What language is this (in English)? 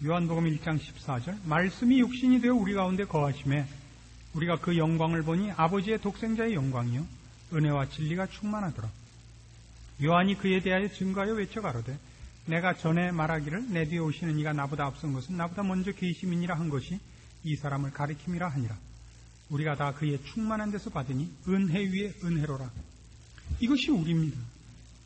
Korean